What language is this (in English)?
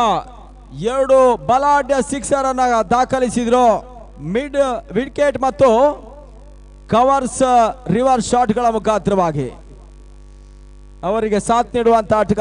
Kannada